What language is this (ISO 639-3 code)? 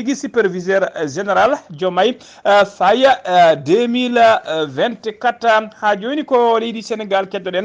ful